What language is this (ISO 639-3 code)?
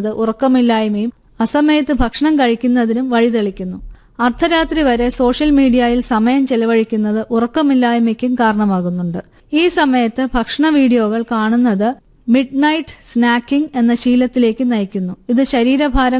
mal